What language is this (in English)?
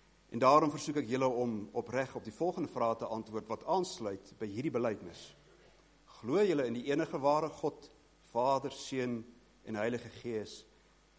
Afrikaans